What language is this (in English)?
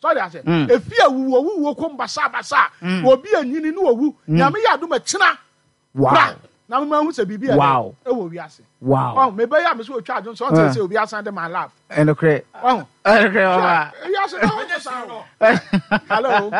Akan